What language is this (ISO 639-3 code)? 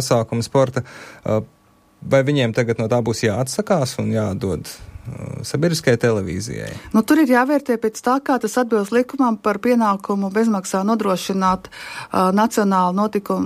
lav